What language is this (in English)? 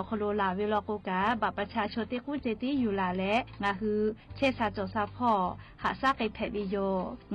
Lahu